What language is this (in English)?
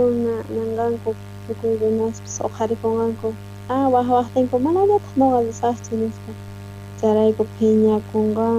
South Bolivian Quechua